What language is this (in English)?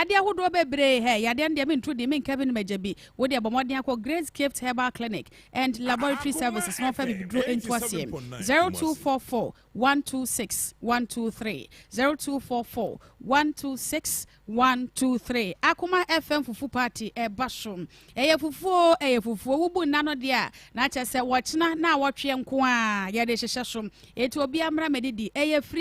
Akan